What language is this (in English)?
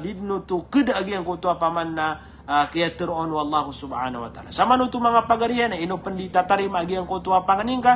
Maranao